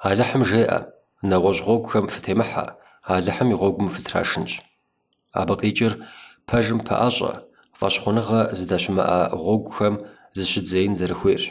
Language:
Kabardian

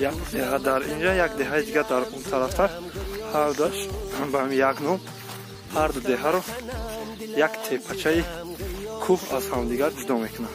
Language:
Tajik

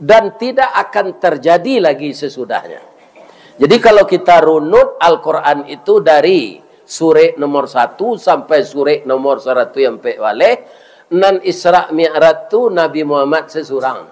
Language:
Minangkabau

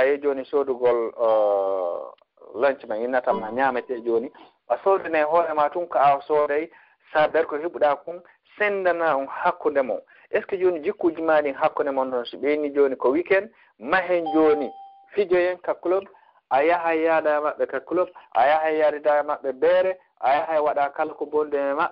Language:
Fula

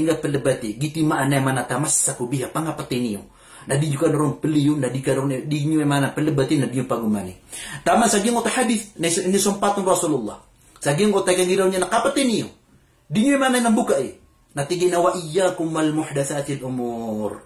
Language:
Maranao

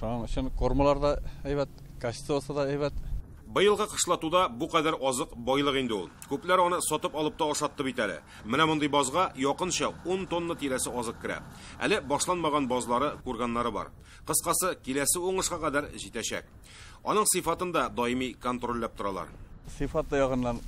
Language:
Tatar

